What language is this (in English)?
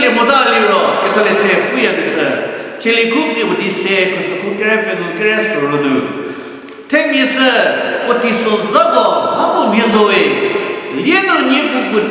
Angami Naga